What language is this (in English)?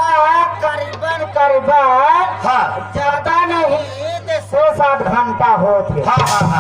Chhattisgarhi